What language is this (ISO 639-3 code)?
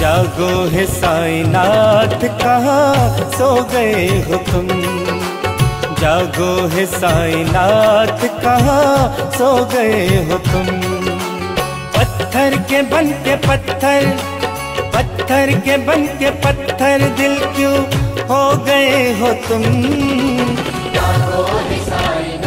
hin